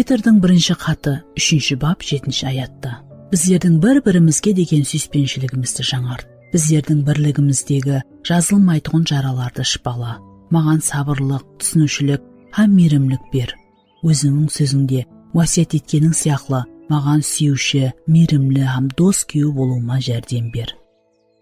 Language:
Kara-Kalpak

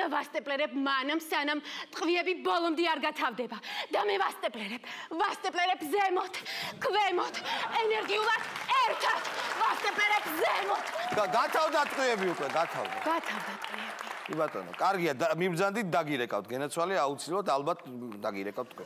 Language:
Georgian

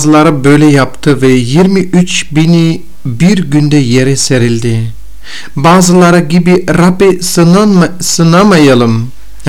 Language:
Turkish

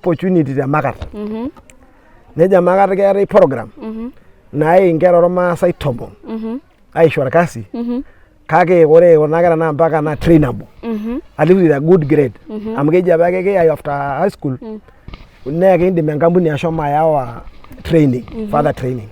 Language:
Masai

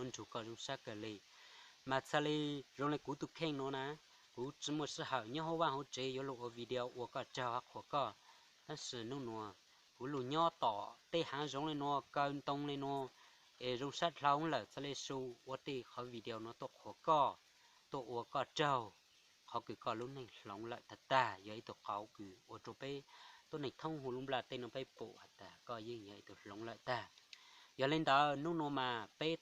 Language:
Hmong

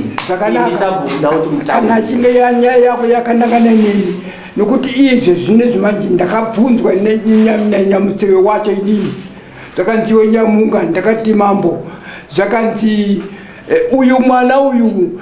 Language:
Shona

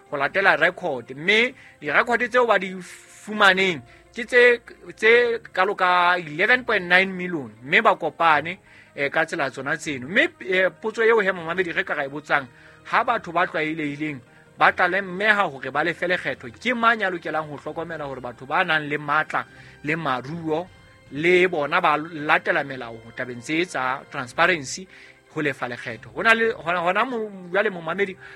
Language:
Southern Sotho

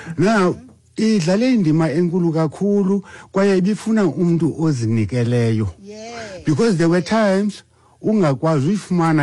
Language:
Xhosa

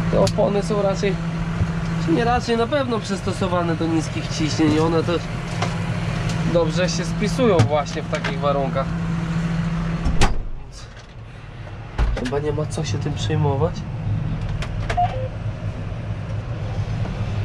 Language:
Polish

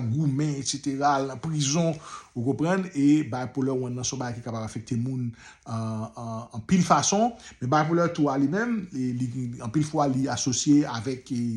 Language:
Haitian Creole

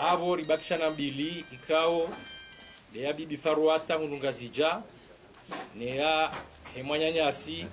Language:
Ngazidja Comorian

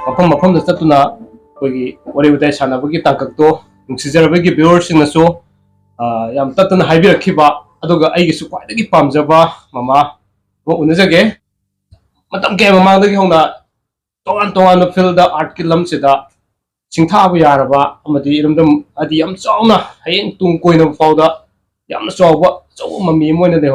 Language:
Manipuri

